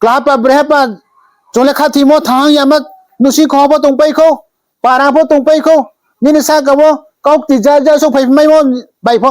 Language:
Riang (India)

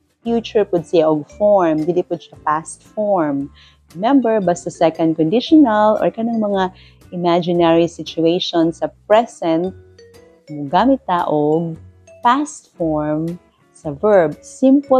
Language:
Cebuano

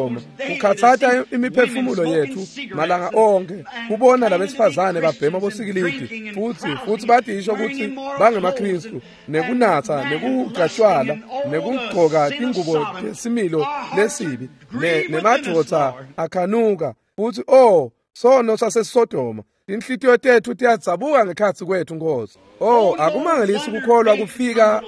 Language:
Swati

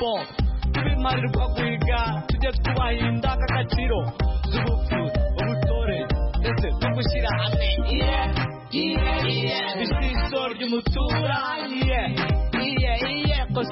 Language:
Kinyarwanda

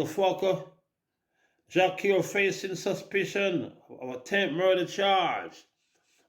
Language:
Jamaican Creole English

